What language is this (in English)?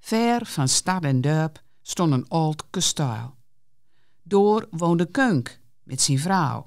Gronings